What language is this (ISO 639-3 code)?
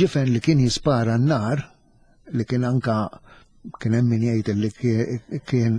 mlt